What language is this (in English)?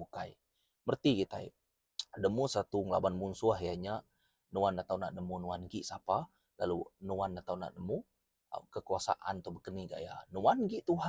Iban